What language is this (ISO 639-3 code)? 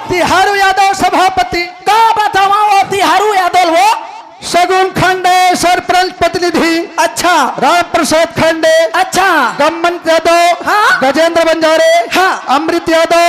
hne